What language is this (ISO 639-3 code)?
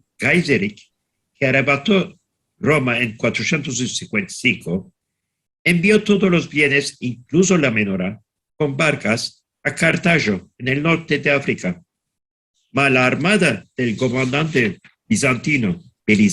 lad